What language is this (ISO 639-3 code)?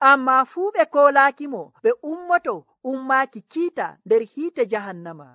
fuv